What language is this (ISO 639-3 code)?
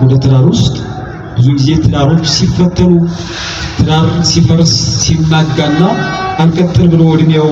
amh